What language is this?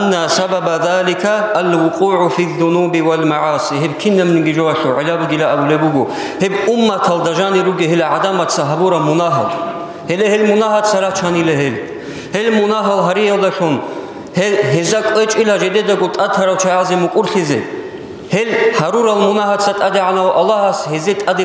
Avaric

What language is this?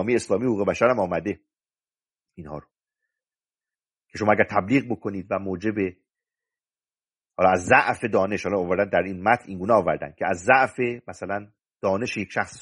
Persian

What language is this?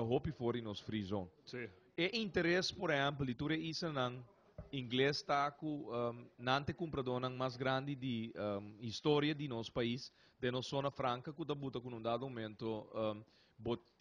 Papiamento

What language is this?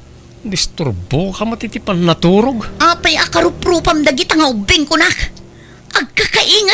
Iloko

